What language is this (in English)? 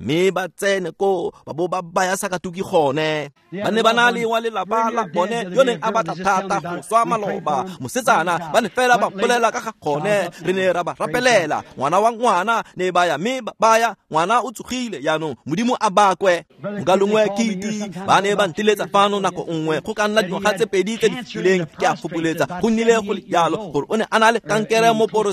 Tswana